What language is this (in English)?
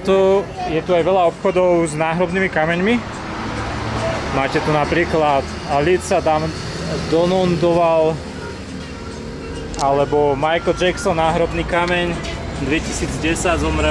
Slovak